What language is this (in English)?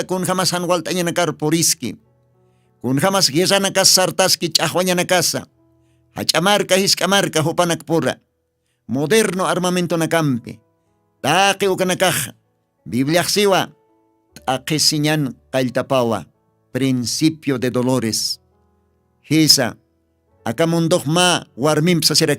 Aymara